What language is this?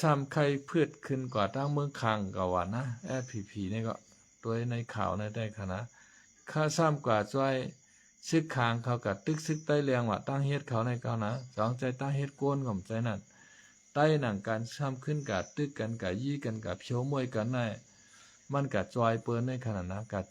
Shan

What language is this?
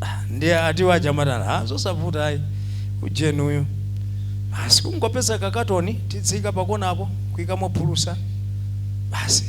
Nyanja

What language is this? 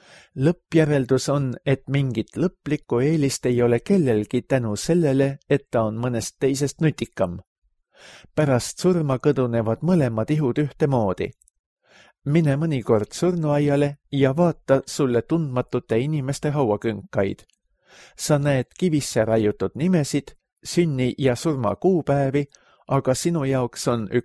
Estonian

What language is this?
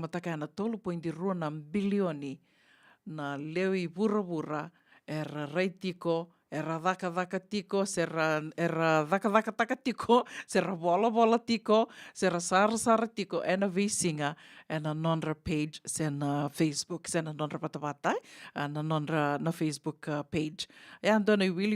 Fijian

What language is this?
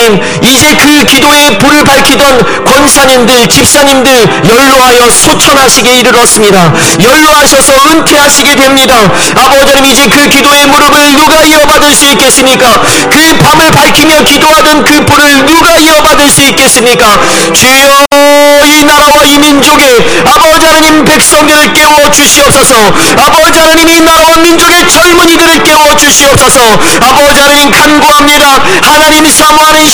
Korean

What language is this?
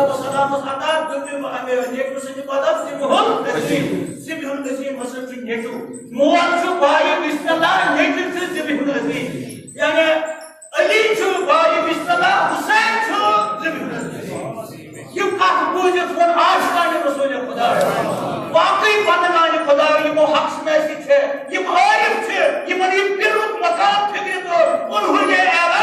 Kashmiri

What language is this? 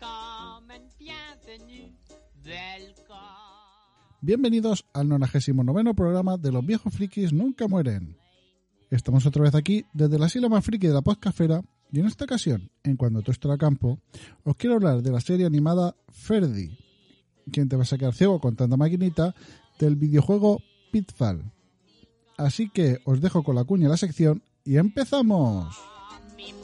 Spanish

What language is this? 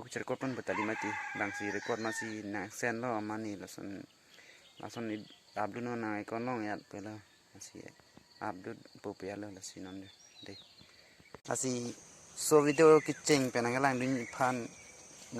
Karbi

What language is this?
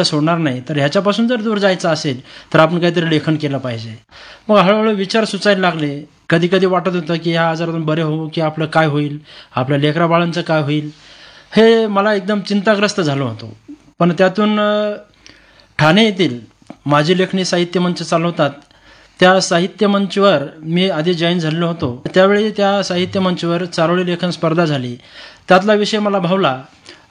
Marathi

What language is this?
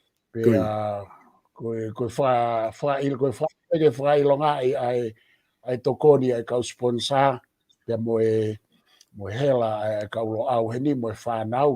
Tongan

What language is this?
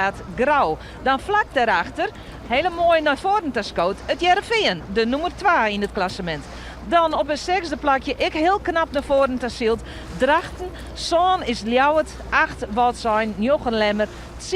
Western Frisian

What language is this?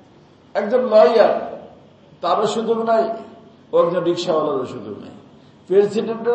Bangla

